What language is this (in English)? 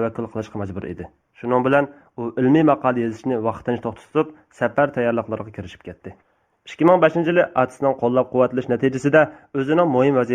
Uyghur